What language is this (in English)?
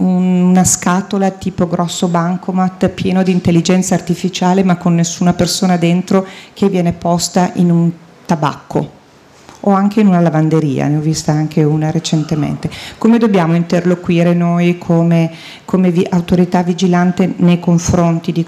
Italian